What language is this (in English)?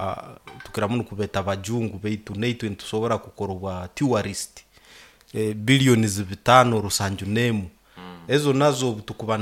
Nyoro